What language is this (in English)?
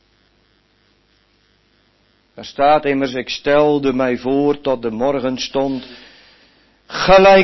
Dutch